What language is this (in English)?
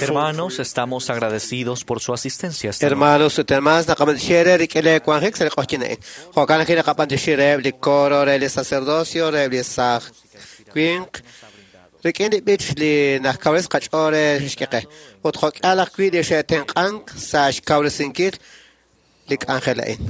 Kekchí